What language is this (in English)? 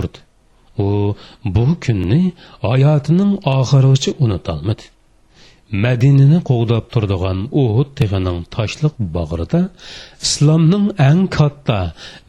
Uyghur